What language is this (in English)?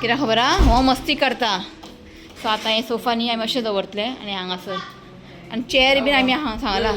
Konkani